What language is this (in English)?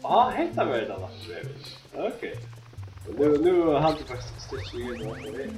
Faroese